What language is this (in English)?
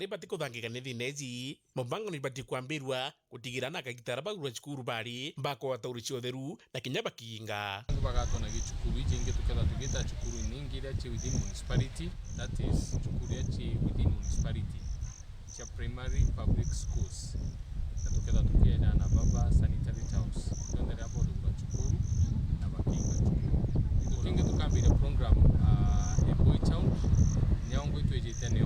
Meru